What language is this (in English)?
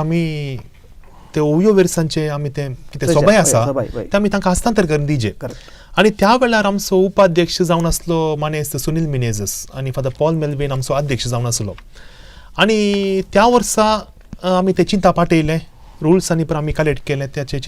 Konkani